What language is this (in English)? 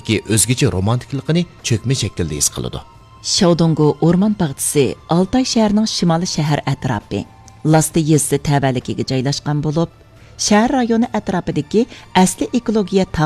Uyghur